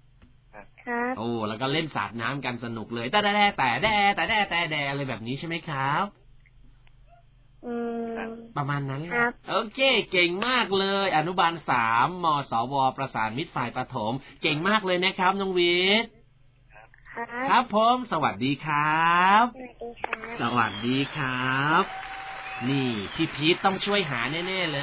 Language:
Thai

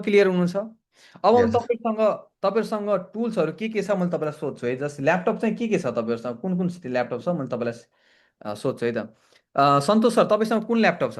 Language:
Nepali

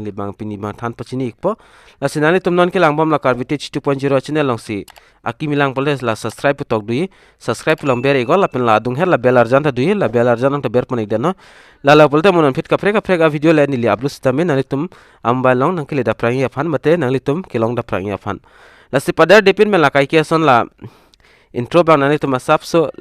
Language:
Karbi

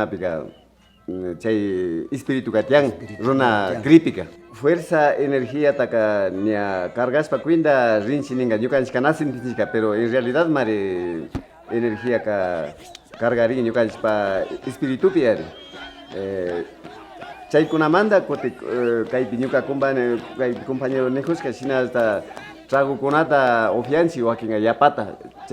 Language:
Imbabura Highland Quichua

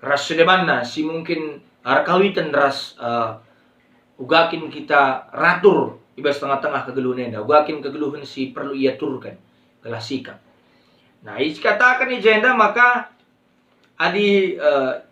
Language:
Batak Karo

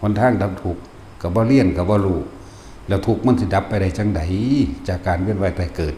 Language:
Northeastern Thai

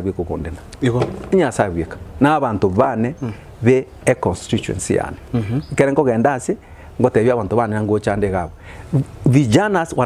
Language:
Gusii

